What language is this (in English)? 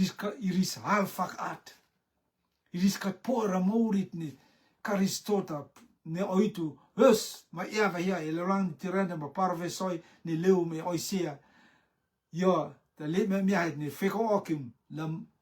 Rotuman